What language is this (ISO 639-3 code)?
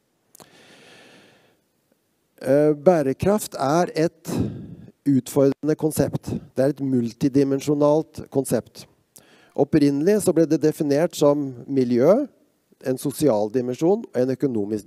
nor